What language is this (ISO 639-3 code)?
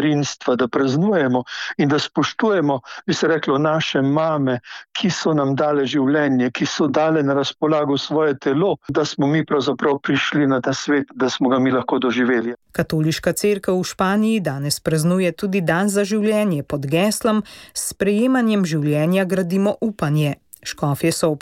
slv